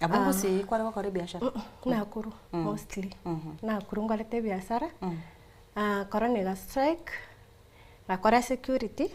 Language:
Gusii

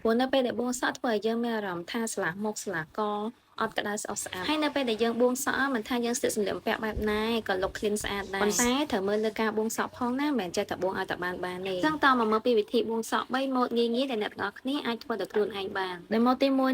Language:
Khmer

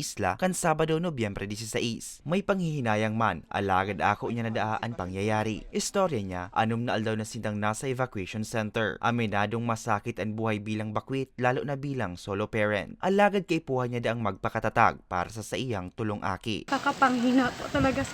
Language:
Bikol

